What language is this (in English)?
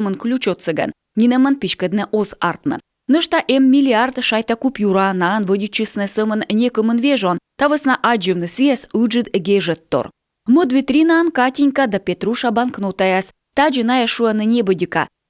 Komi